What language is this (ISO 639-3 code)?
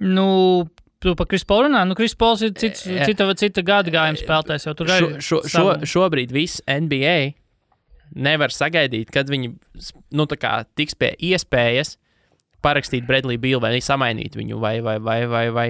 lav